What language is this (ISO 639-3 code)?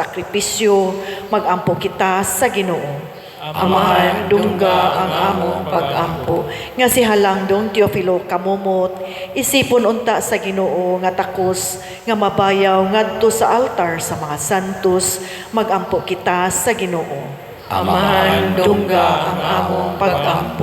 ceb